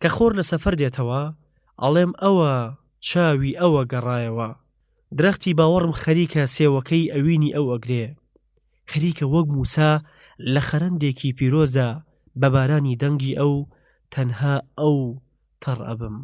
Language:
Central Kurdish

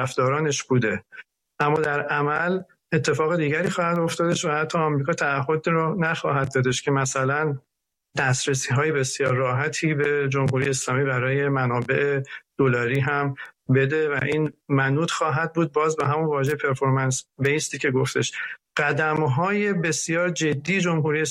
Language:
Persian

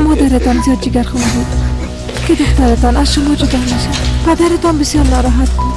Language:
Persian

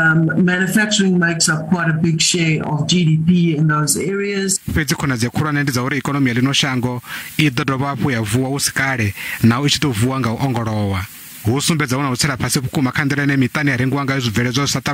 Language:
Venda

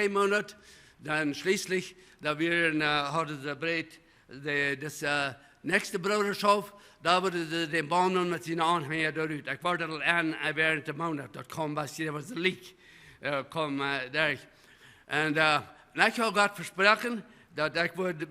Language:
Plautdietsch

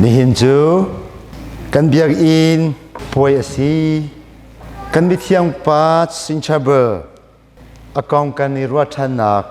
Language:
Hakha Chin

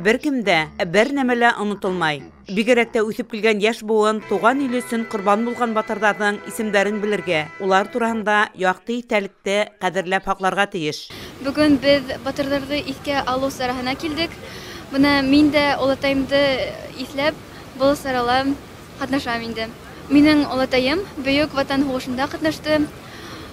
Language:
Bashkir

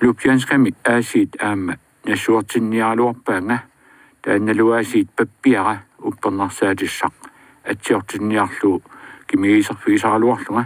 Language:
Kalaallisut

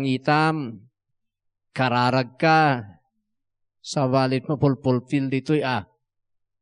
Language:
Iloko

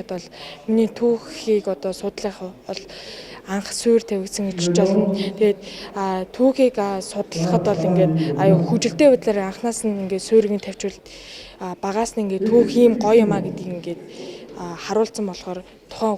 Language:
Mongolian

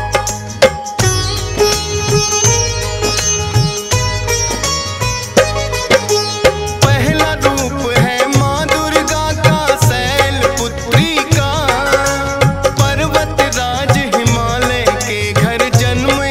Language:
Hindi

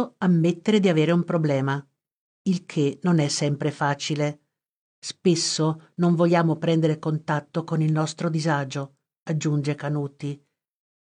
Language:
Italian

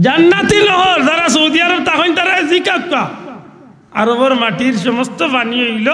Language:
Sylheti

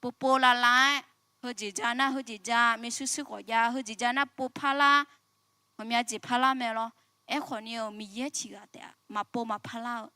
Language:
Akha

